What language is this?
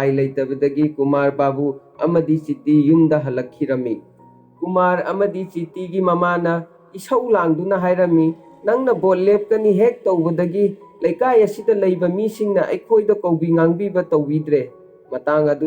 Manipuri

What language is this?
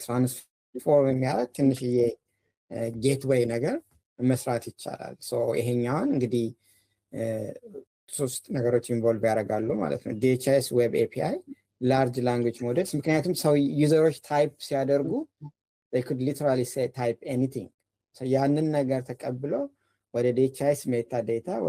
Amharic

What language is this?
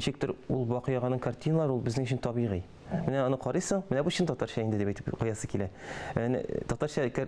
Tatar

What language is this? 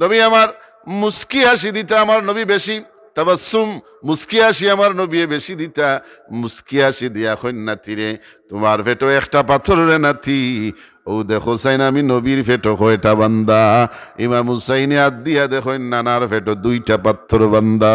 Sylheti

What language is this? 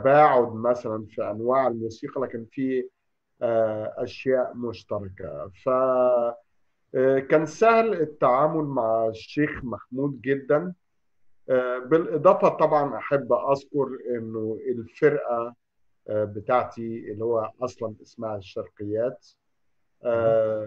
Egyptian Arabic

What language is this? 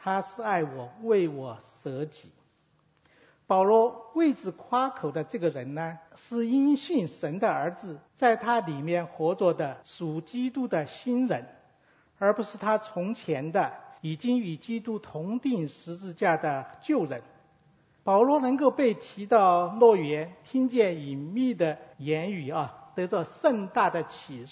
Chinese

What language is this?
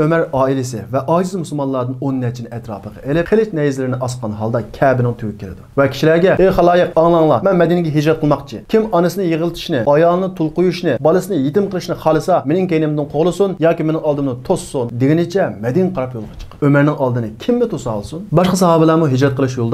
Uyghur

